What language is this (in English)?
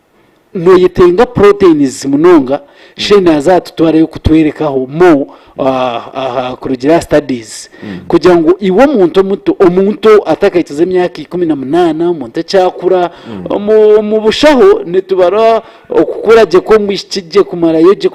Nyankole